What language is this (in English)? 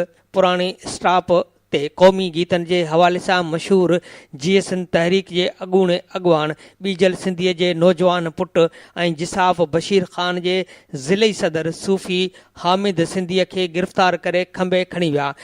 Sindhi